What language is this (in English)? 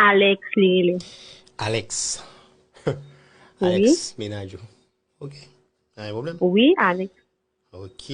Haitian Creole